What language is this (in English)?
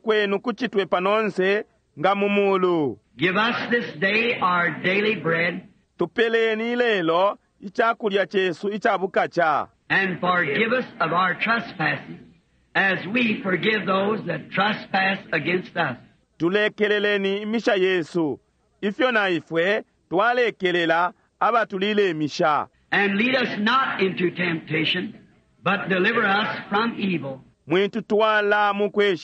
Bemba